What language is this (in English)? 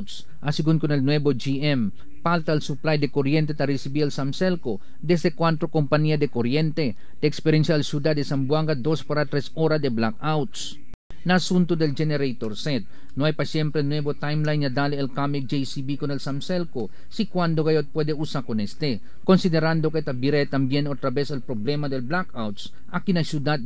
Chavacano